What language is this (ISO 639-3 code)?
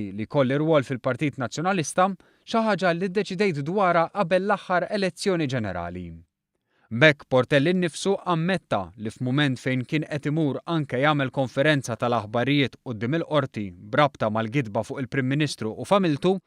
mlt